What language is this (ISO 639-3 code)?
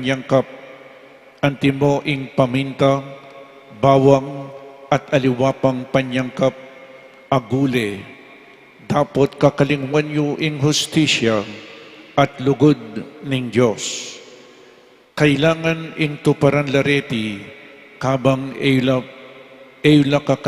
pam